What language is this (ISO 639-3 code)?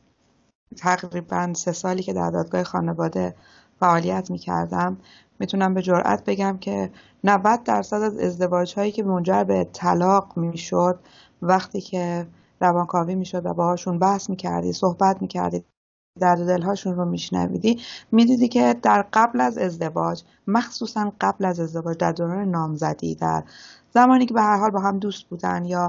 fas